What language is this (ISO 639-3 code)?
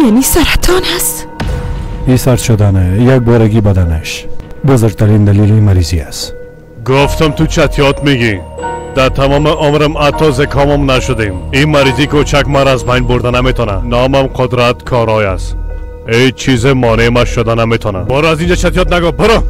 fas